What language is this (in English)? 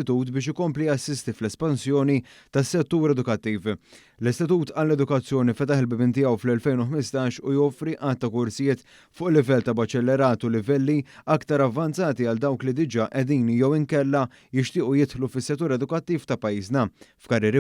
Maltese